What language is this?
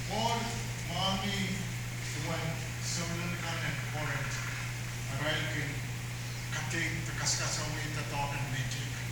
Pohnpeian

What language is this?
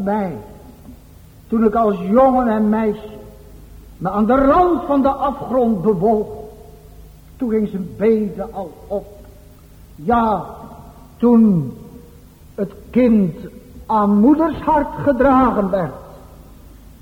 Dutch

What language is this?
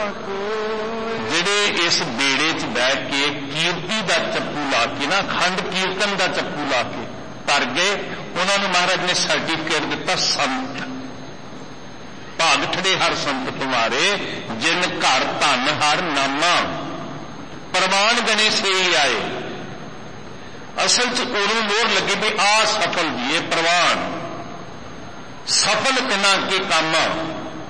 Punjabi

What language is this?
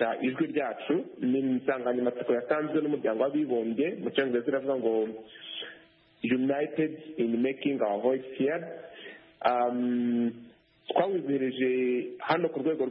Kinyarwanda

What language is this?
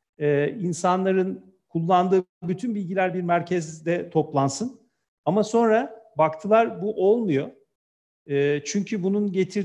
Turkish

